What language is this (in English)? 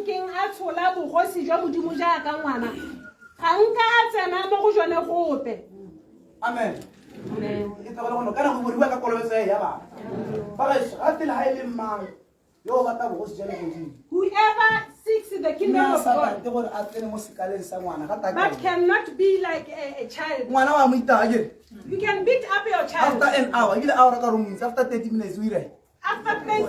Tswana